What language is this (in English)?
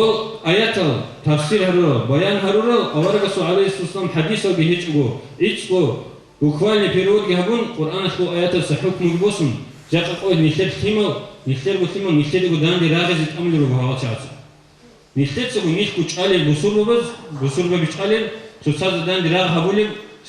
Avaric